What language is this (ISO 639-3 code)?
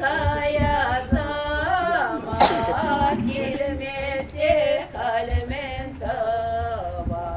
chv